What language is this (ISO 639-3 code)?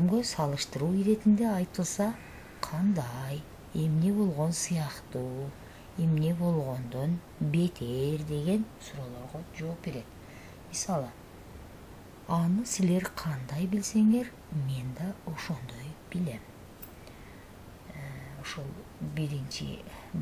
kir